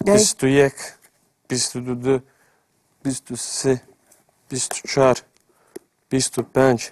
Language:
Kurdish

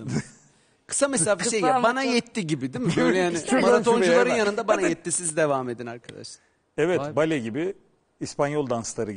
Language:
Turkish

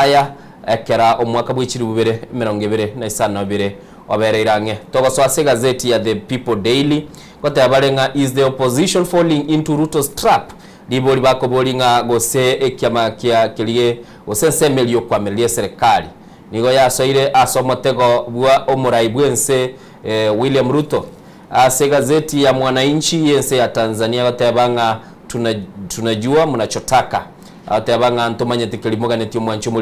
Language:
Gusii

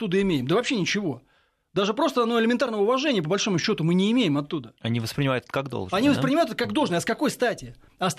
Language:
Russian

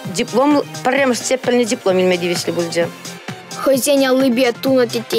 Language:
Chuvash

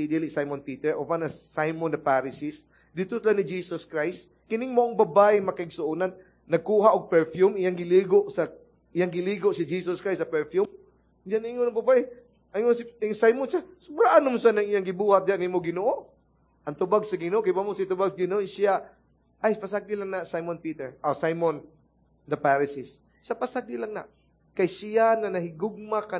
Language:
Cebuano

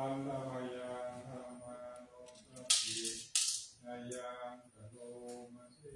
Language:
Pali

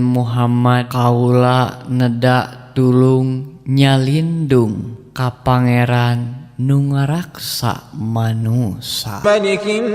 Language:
Sundanese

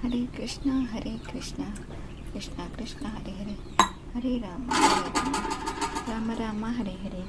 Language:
Tulu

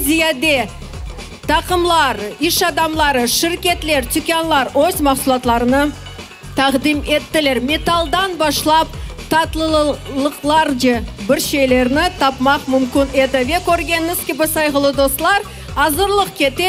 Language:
Crimean Tatar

